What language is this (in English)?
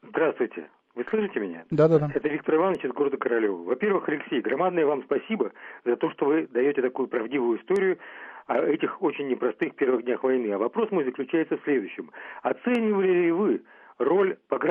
Russian